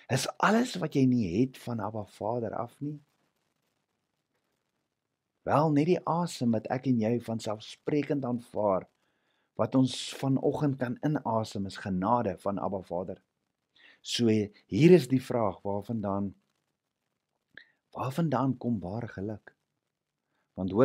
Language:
Afrikaans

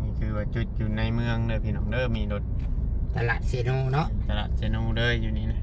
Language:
Northeastern Thai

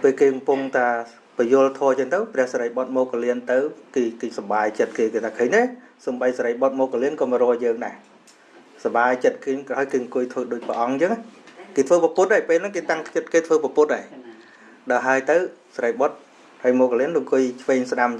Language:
Khmer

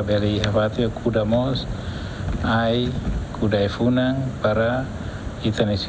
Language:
Tetum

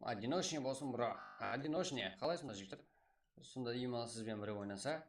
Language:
Kara-Kalpak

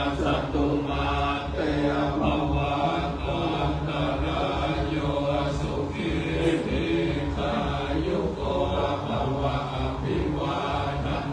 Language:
Pali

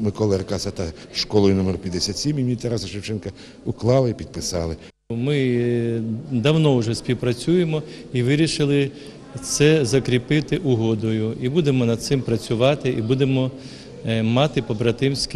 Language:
Ukrainian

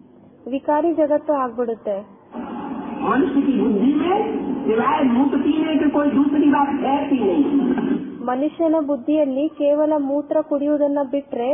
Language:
Kannada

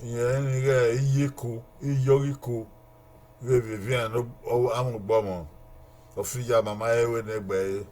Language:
Bini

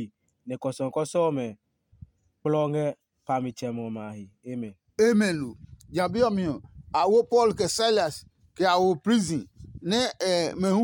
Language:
Adangme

